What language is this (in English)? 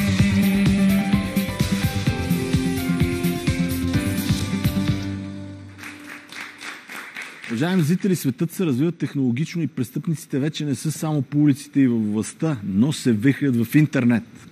Bulgarian